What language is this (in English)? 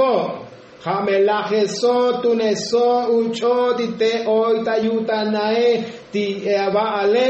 Tzotzil